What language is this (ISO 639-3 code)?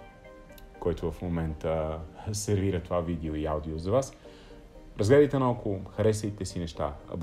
bul